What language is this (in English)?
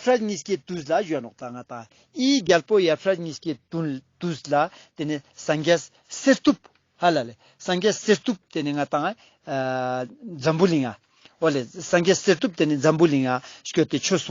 Ladakhi